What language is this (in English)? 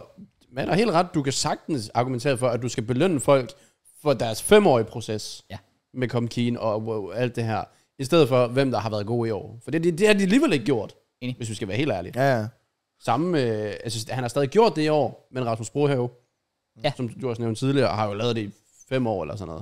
Danish